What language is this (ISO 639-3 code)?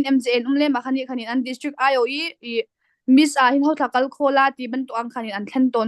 cnh